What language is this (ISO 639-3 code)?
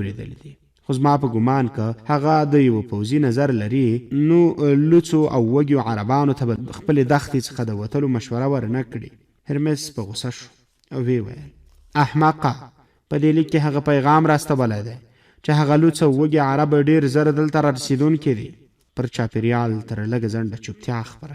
pus